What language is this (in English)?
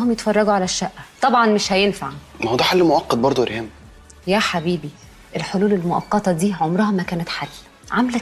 Egyptian Arabic